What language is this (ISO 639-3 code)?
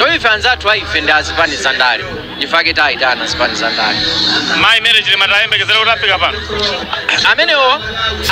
nya